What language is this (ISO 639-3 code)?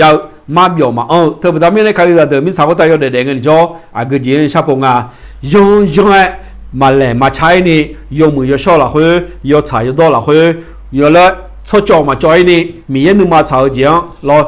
ahk